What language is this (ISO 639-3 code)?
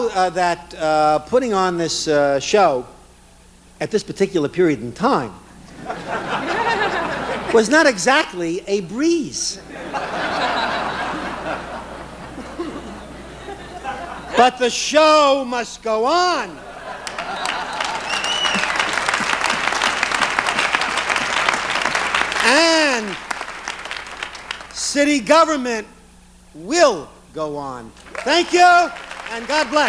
eng